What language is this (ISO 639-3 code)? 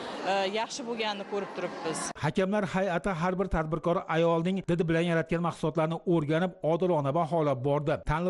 uzb